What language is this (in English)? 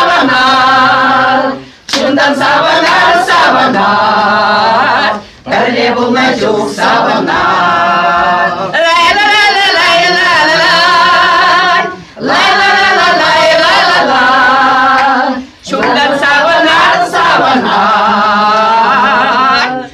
Chuvash